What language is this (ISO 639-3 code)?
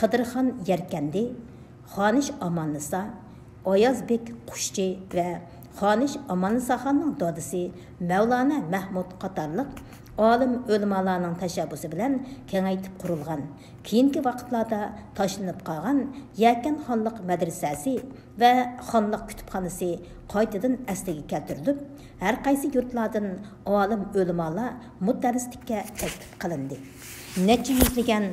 uig